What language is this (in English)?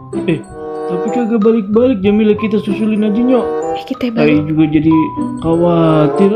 Betawi